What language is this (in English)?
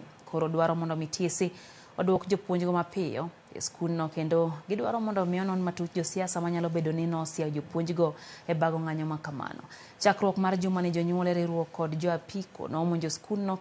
Luo (Kenya and Tanzania)